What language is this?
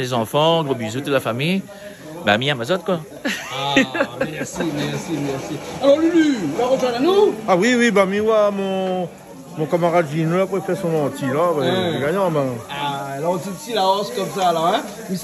Réunion Creole French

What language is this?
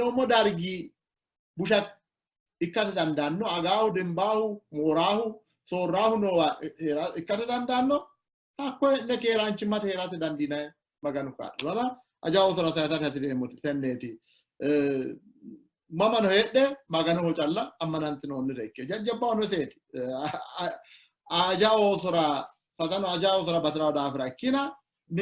Sidamo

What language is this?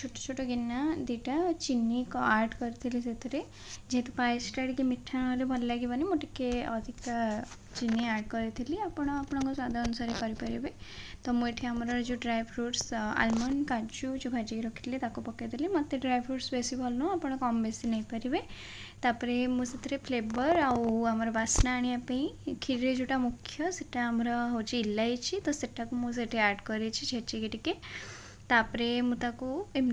Odia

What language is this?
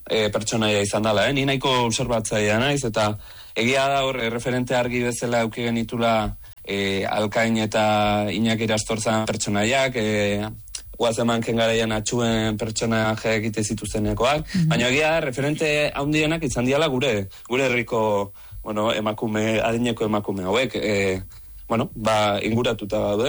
Basque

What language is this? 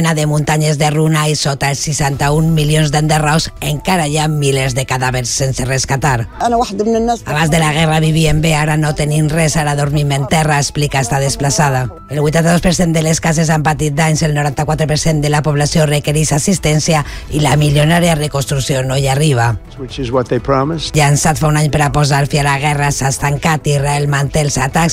Catalan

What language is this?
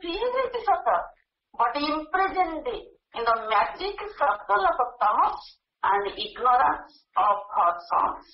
Odia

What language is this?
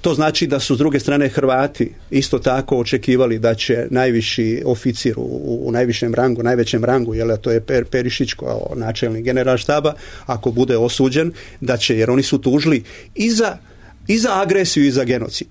Serbian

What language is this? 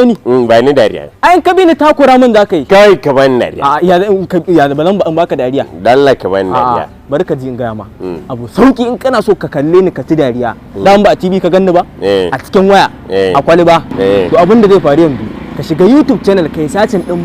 Hausa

